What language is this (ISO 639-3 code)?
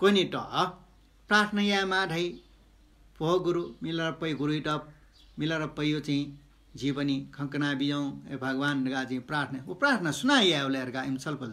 new